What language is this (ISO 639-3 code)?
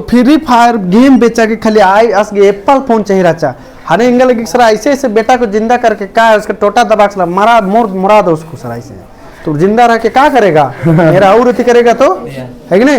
kru